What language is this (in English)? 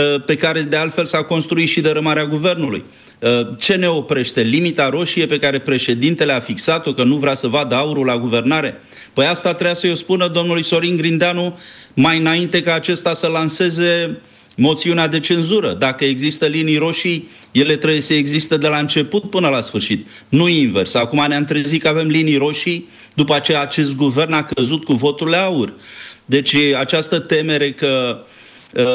Romanian